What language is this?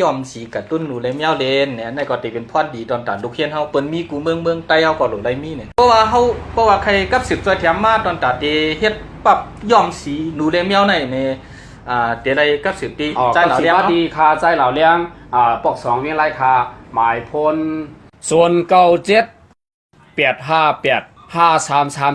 Shan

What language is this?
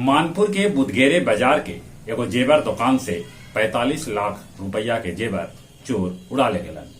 Magahi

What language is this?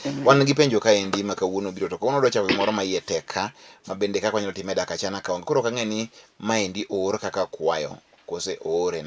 Luo (Kenya and Tanzania)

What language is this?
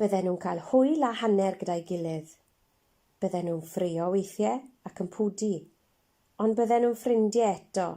Welsh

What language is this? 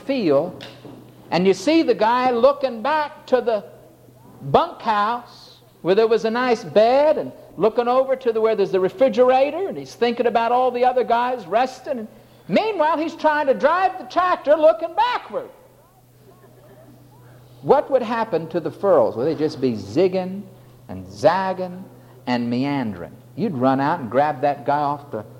English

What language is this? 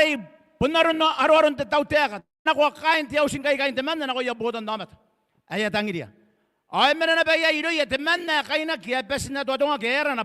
Gilbertese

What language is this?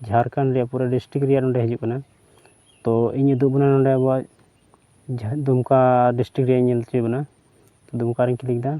Santali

